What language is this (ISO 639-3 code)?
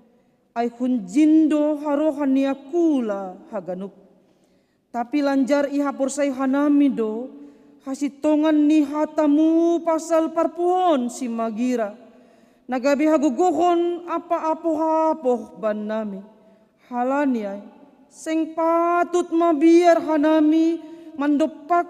bts